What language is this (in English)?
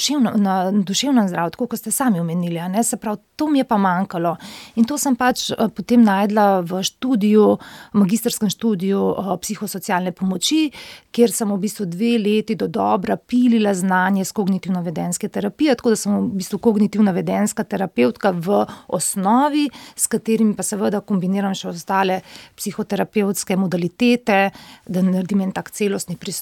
Slovenian